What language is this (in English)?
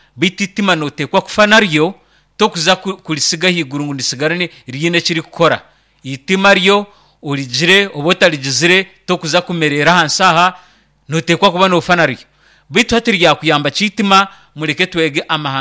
Nyankole